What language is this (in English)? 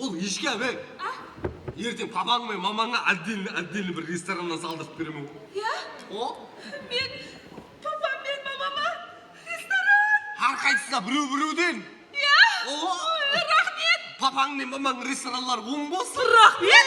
Kara-Kalpak